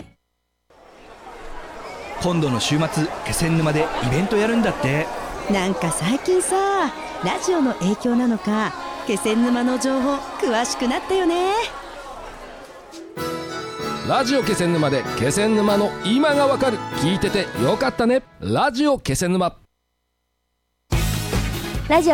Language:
Japanese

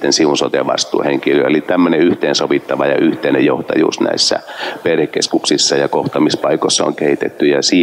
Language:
Finnish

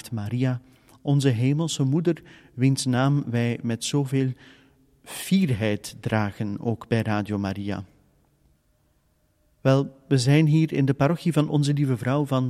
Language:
Dutch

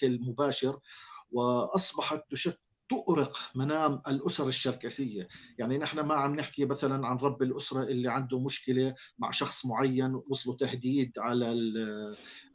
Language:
North Levantine Arabic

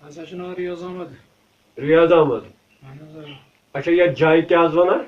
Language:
Kashmiri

